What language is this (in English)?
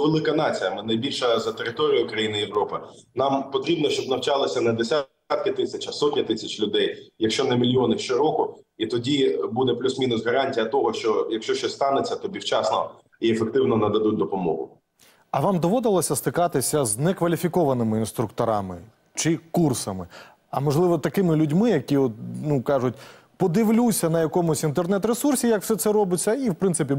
Ukrainian